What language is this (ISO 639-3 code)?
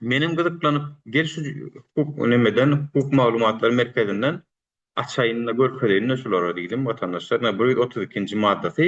tuk